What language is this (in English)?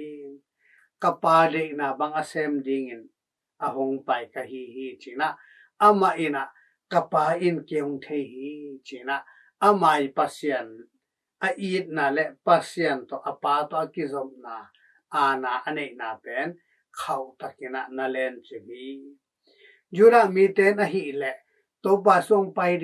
Tedim Chin